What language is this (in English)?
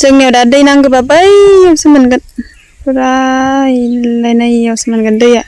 Bodo